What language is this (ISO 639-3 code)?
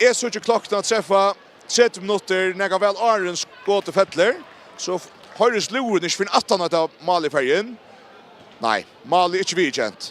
fao